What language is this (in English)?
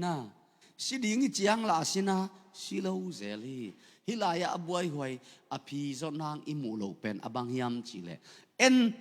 Tedim Chin